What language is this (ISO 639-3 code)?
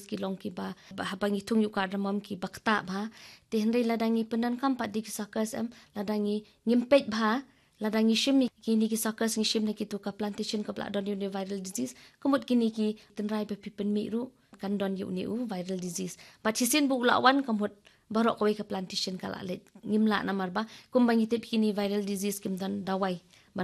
kha